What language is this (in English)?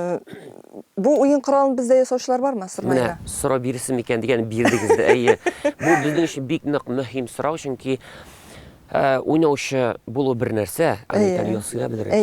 Tatar